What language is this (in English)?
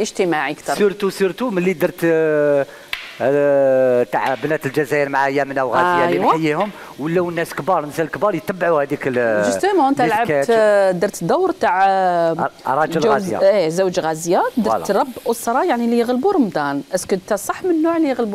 Algerian Arabic